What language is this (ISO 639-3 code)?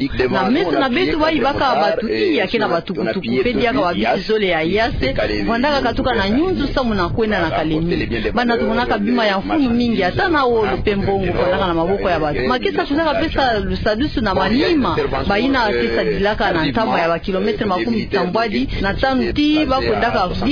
ktu